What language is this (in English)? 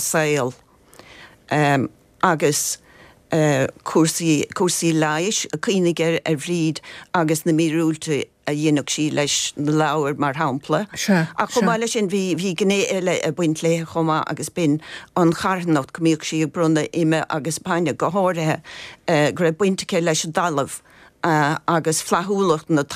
Irish